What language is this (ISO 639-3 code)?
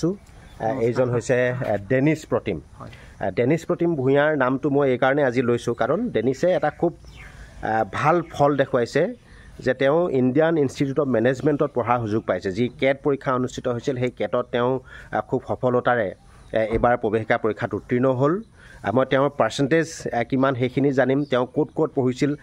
asm